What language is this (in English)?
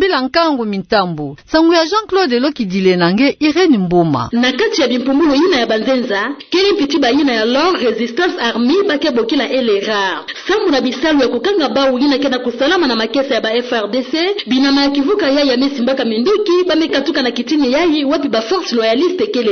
Kituba (Democratic Republic of Congo)